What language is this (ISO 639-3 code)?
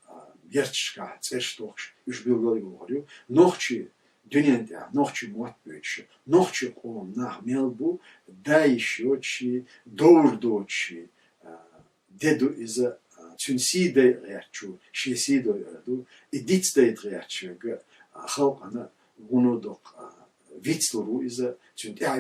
che